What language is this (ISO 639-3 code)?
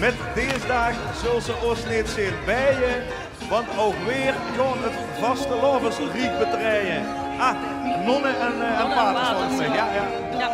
lim